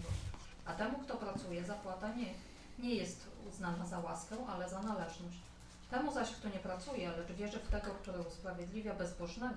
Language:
Polish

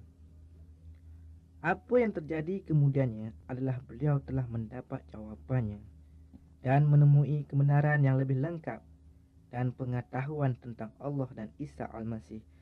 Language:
Malay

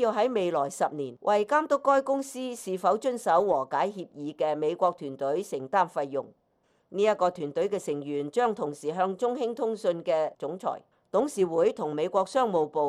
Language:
Cantonese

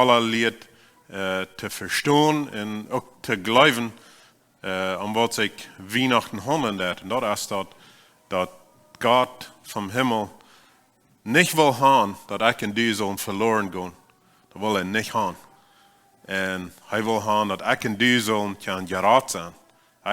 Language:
Plautdietsch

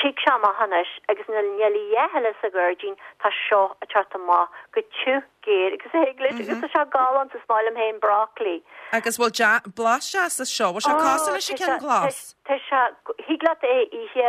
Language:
Irish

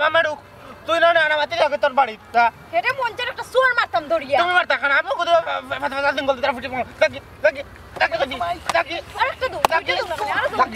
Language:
Sylheti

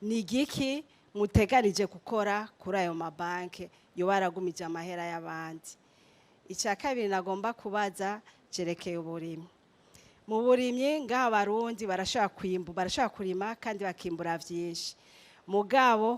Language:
Rundi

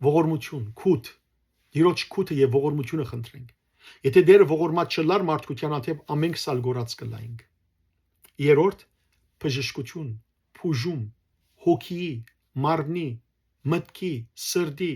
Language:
Western Armenian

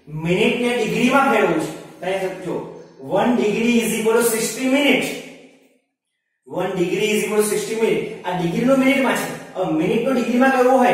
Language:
Gujarati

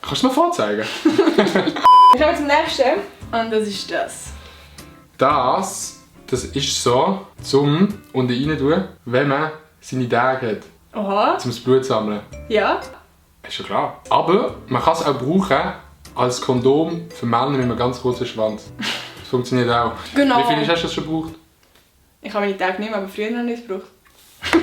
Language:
Swiss German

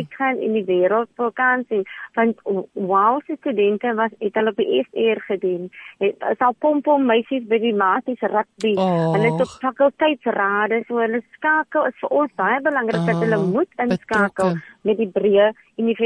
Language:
Afrikaans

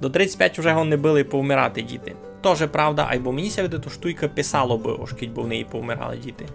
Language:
Rusyn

